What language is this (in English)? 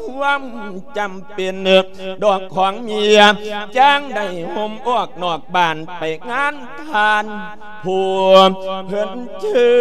Lao